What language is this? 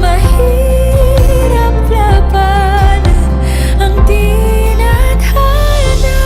Hiligaynon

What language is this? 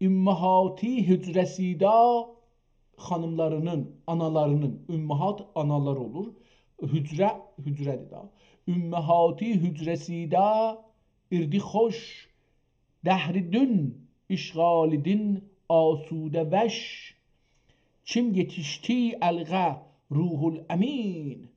South Azerbaijani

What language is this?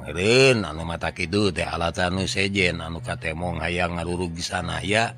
Sundanese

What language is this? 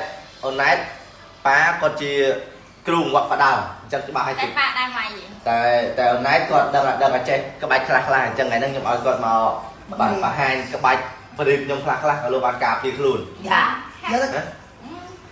Khmer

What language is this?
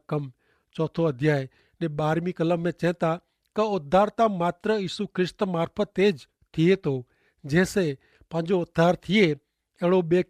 Kachhi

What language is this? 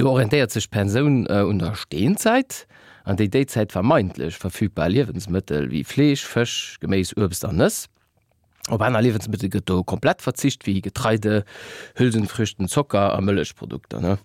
Luxembourgish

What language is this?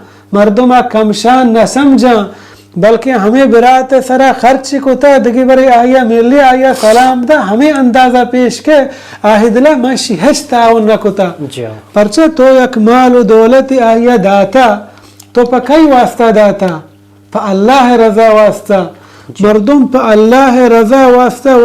Baluchi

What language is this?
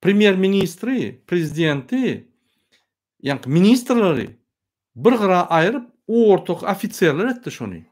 Turkmen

